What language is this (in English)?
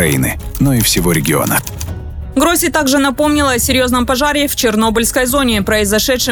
Russian